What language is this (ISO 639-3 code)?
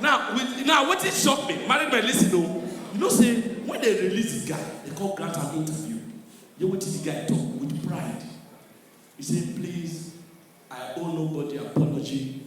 pcm